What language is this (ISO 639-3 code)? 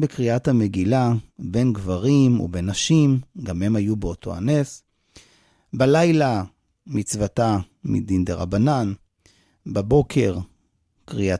heb